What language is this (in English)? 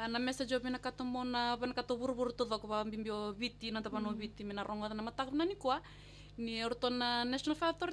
Fijian